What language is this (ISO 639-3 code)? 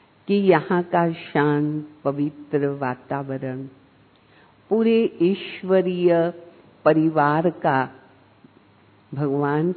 hin